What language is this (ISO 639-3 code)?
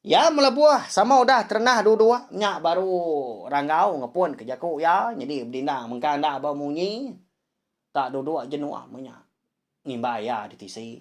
iba